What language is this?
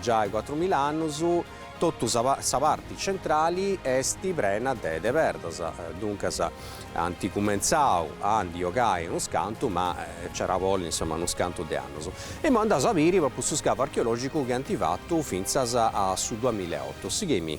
Sardinian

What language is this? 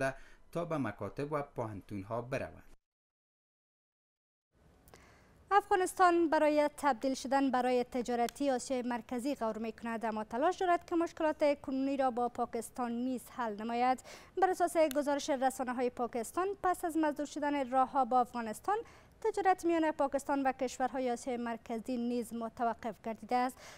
Persian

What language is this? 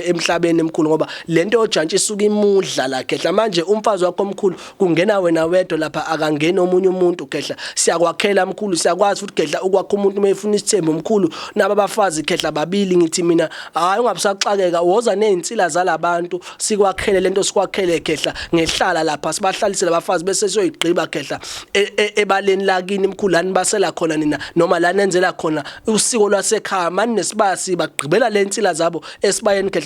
Zulu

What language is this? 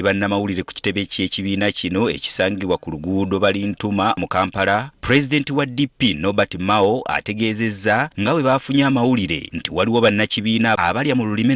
Ganda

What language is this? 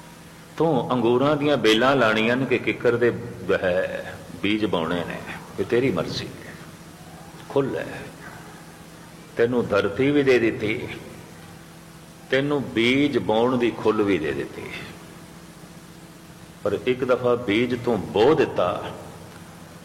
Punjabi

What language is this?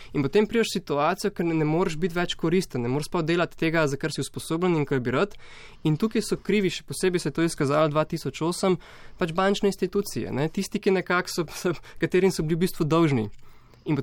Slovenian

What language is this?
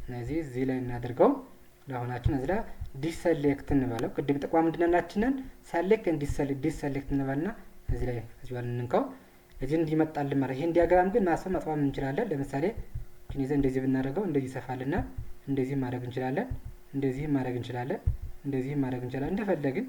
Amharic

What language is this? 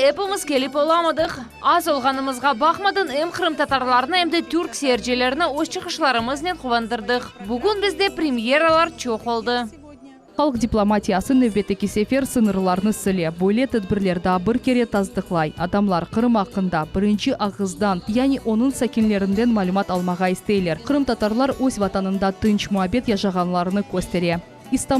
Crimean Tatar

